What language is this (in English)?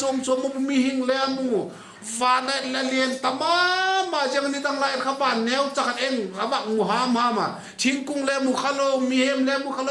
Vaiphei